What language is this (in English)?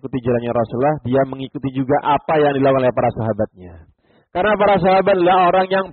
Indonesian